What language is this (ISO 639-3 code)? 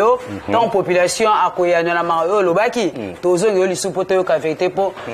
lin